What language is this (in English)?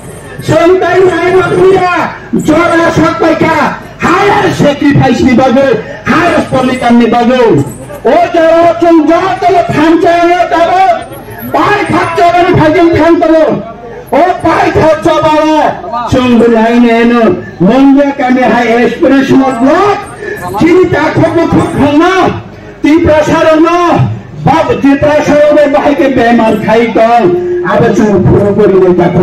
Kok Borok